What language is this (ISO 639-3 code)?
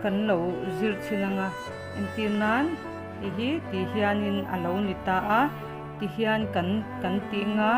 lus